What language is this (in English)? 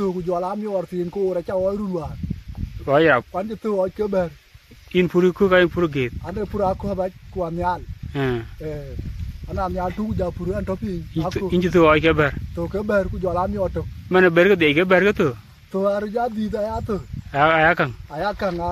Dinka